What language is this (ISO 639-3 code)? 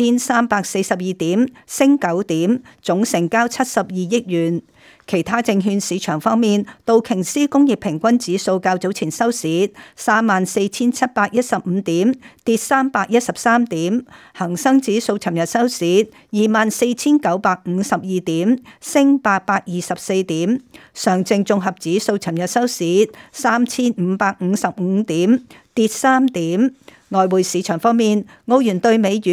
yue